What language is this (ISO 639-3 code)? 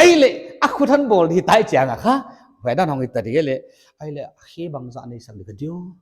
pck